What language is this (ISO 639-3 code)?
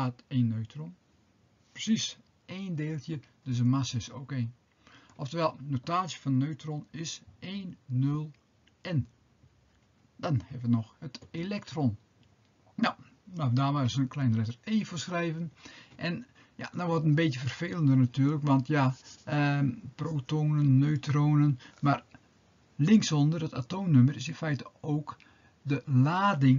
nld